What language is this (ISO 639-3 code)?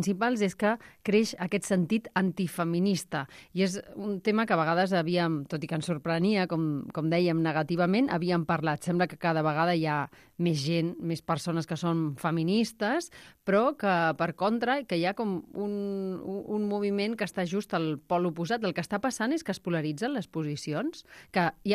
cat